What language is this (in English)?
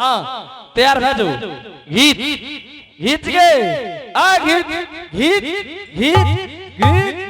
Angika